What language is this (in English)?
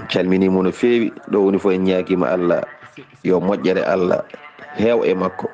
Fula